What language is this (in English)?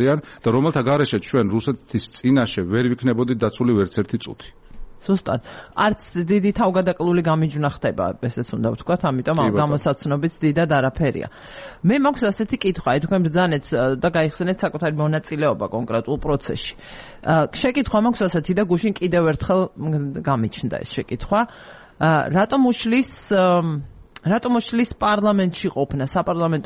Georgian